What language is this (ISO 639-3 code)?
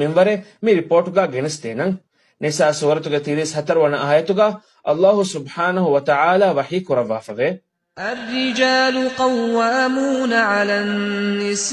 div